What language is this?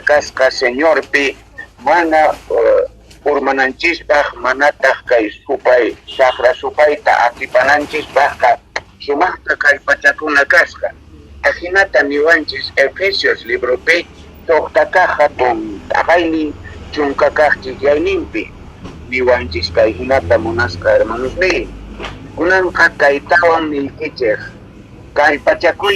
South Bolivian Quechua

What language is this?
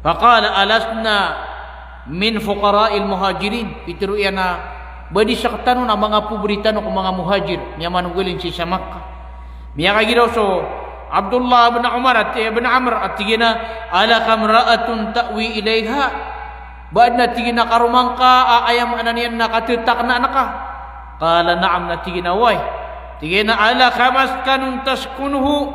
Maranao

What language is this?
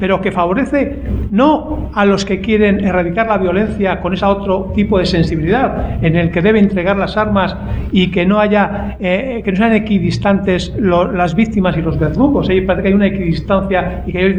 Spanish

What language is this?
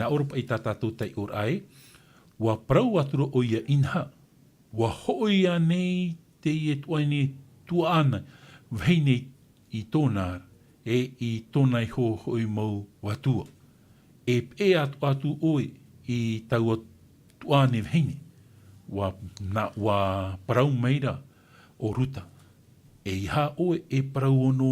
Tahitian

